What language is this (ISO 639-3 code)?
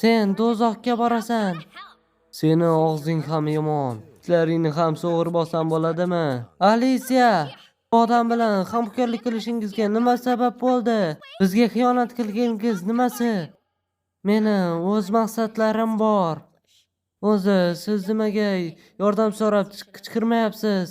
uzb